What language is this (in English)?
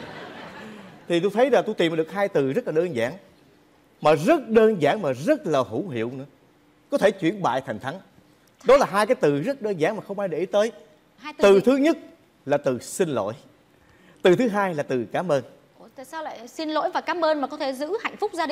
Vietnamese